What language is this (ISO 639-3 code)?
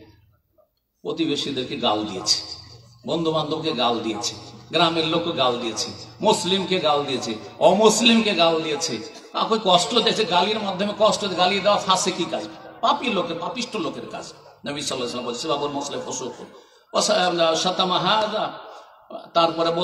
ben